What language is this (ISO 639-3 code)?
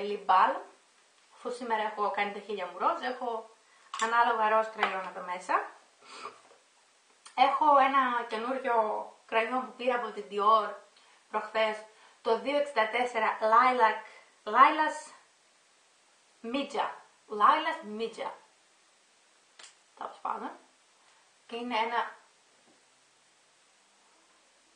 ell